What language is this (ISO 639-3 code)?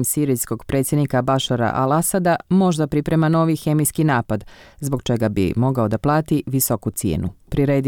bos